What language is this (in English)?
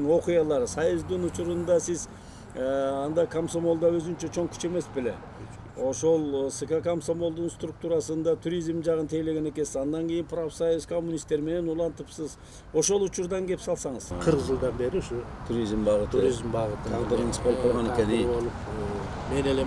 Kyrgyz